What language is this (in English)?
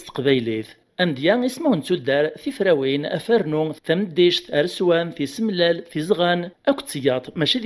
Kabyle